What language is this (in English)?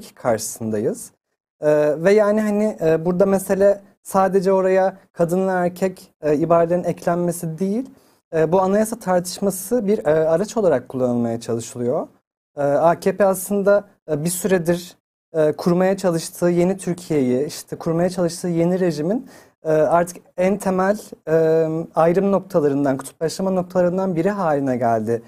Turkish